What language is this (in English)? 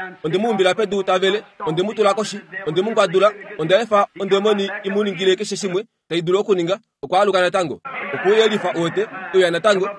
Kuanyama